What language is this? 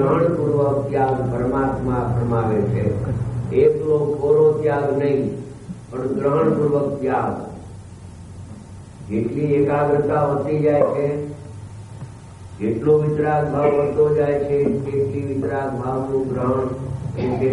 Gujarati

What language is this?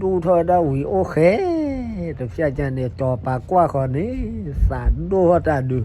S'gaw Karen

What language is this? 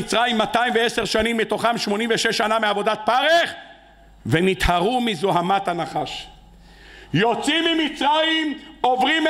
Hebrew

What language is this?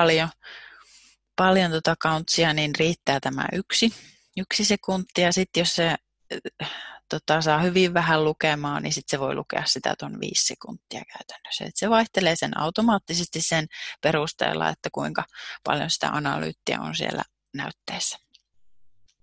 Finnish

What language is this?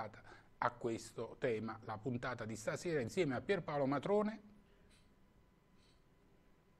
Italian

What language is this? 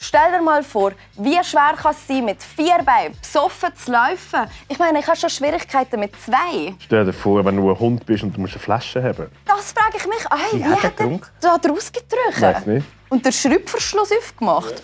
Swiss German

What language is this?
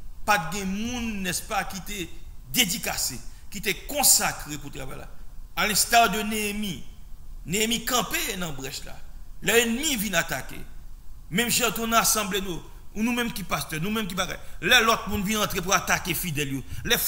French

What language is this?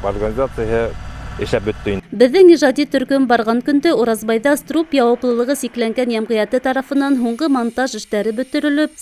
Bashkir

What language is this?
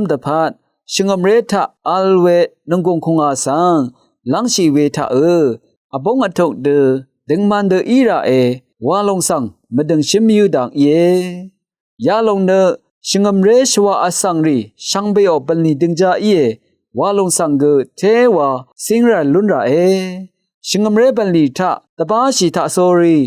Rawang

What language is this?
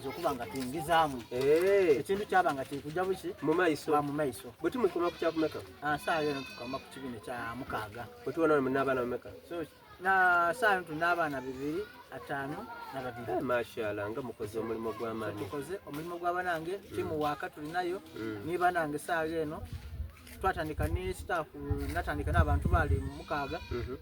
Soga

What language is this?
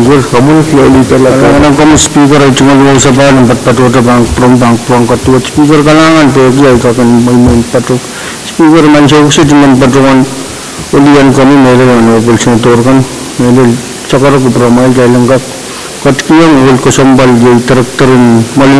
Pohnpeian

